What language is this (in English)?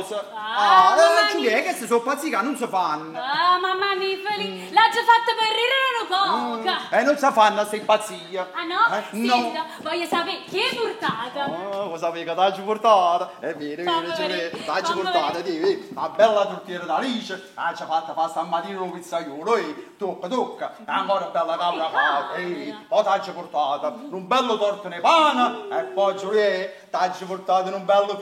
Neapolitan